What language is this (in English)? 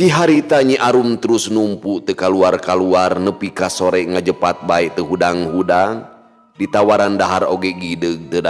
Sundanese